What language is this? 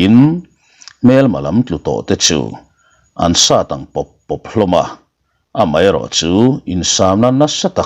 Mizo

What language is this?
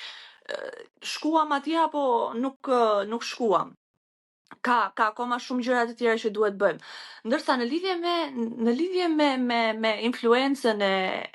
Albanian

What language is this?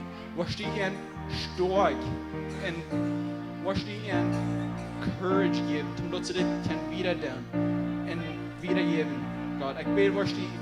Plautdietsch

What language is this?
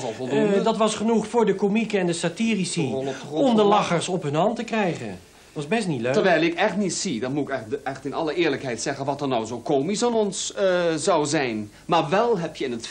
Dutch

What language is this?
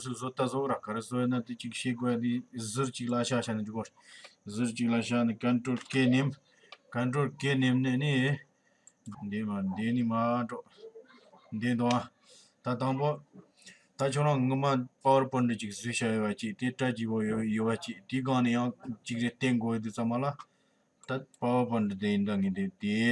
Tibetan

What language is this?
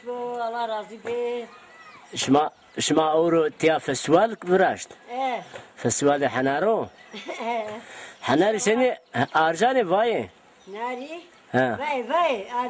Zaza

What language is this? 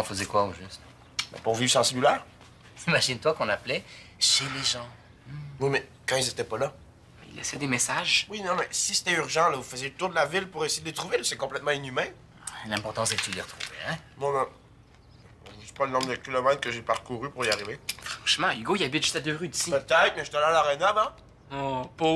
French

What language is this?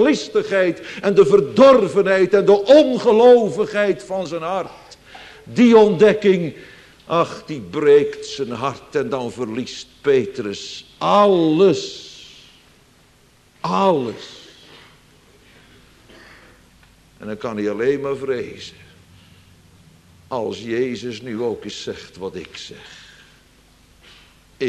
Dutch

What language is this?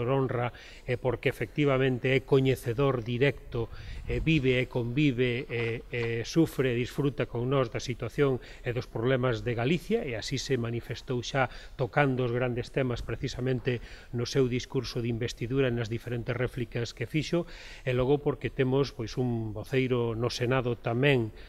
Galician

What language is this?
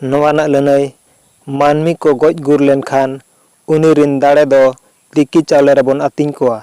Santali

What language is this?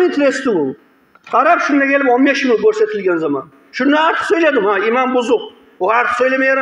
Kumyk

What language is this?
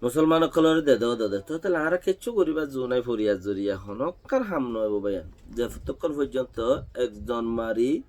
Rohingya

